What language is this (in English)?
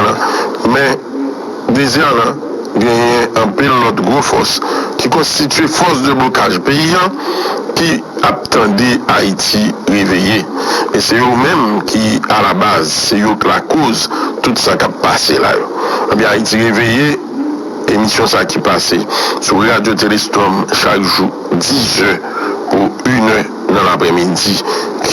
Haitian Creole